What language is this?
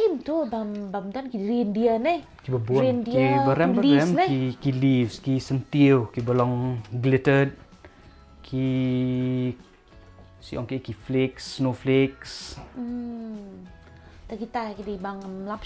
Khasi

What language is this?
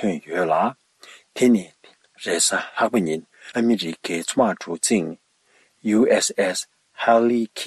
Tibetan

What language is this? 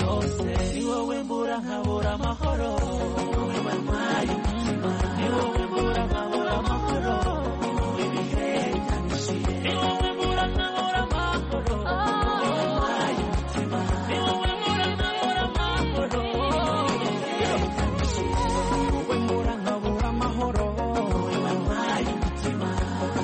Kinyarwanda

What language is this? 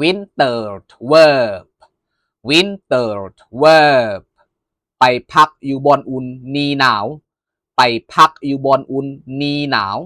Lao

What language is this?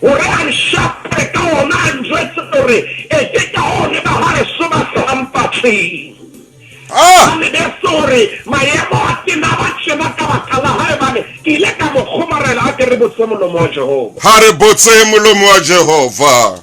Southern Sotho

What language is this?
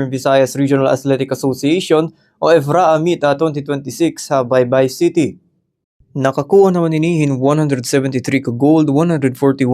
Waray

